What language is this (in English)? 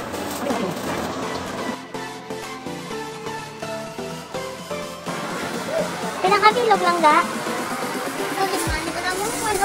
Filipino